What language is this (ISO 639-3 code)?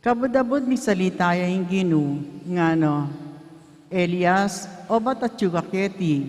pam